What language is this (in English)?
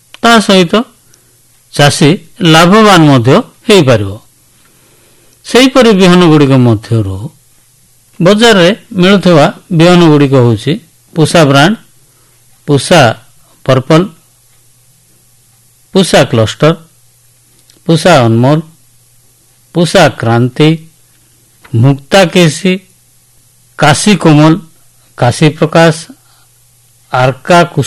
Odia